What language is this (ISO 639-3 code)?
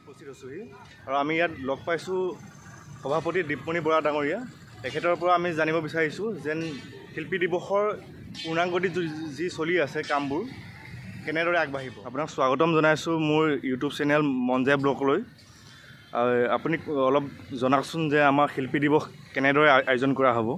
asm